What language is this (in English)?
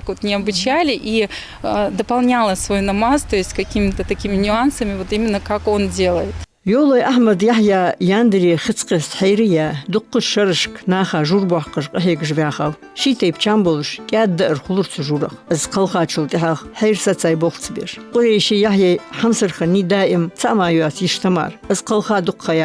Ingush